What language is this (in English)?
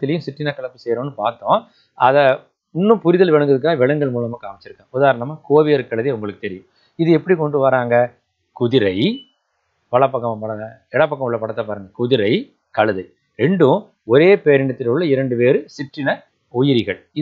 Tamil